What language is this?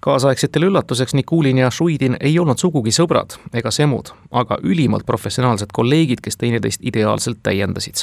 Estonian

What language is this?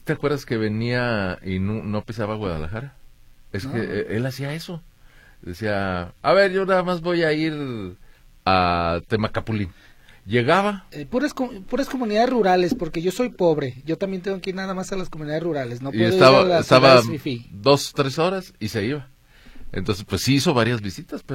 Spanish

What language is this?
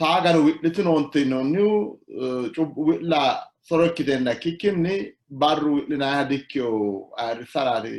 Sidamo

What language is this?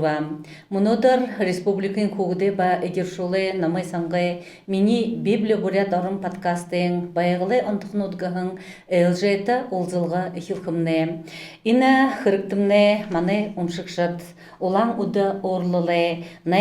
Buriat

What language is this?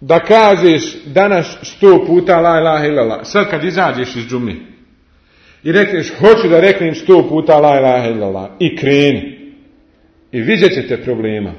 Bosnian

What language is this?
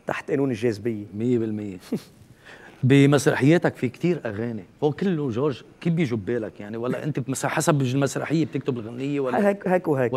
North Levantine Arabic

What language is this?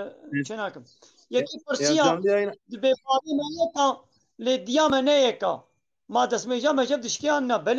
Kurdish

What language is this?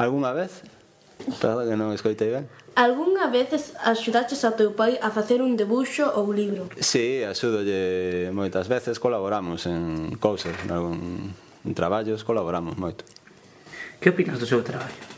Galician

